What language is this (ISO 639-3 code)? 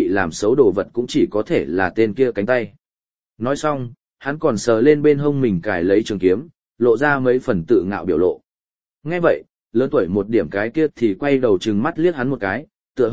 vie